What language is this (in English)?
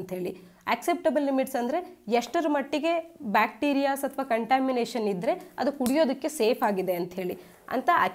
Kannada